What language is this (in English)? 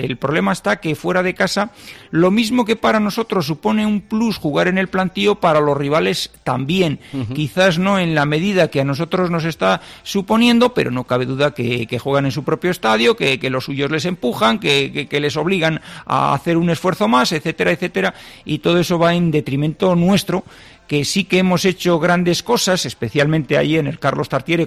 Spanish